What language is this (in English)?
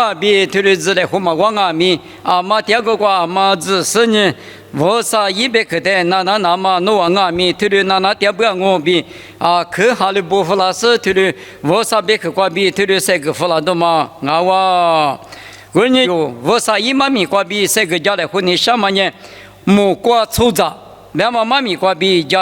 Lisu